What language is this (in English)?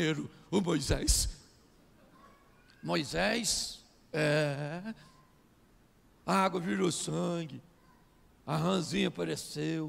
Portuguese